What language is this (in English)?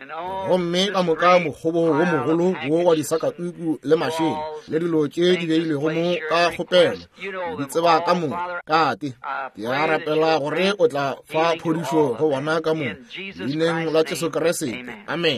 Northern Sotho